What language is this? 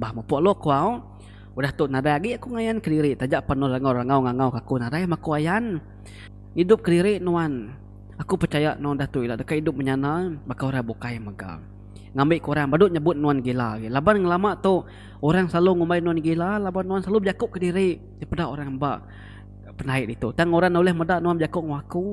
Iban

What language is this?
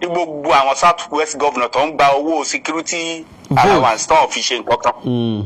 Yoruba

